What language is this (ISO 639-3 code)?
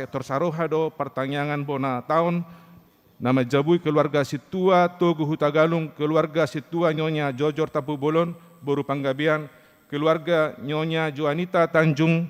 bbc